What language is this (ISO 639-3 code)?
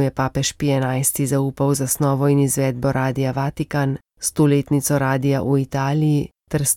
slv